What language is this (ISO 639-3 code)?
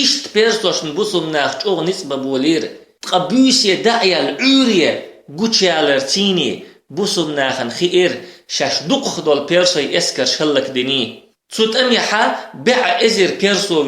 che